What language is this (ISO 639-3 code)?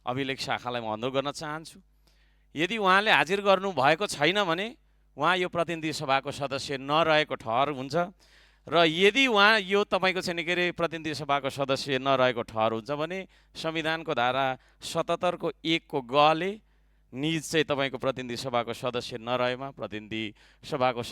nep